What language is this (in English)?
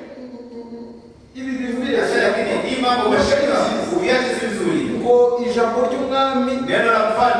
Kinyarwanda